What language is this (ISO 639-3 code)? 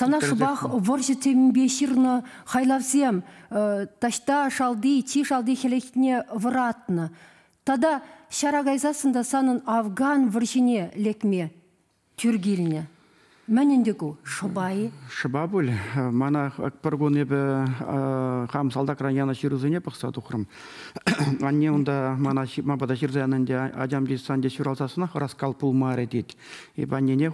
chv